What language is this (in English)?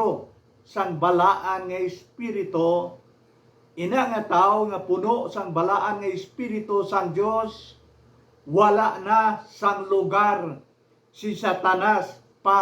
Hiligaynon